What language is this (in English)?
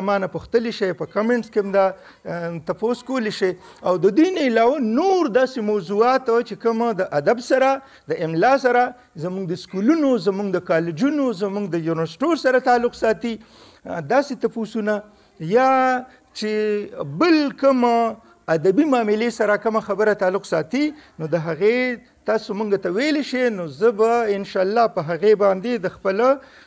Pashto